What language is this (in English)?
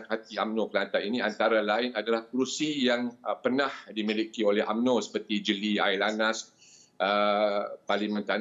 Malay